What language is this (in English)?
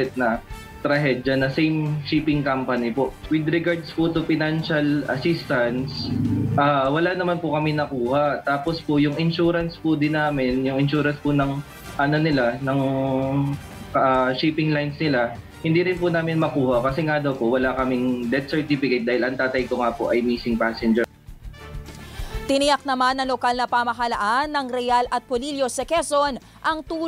Filipino